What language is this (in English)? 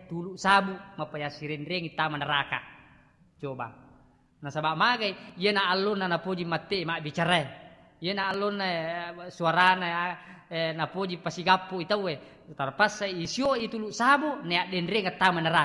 Buginese